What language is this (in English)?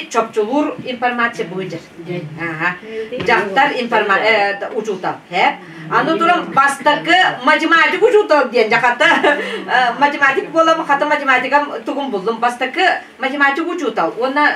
Yakut